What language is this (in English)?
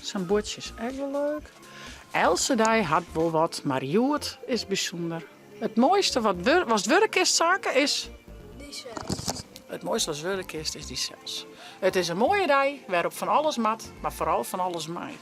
Western Frisian